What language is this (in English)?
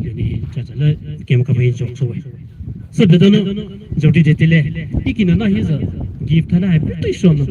Poumei Naga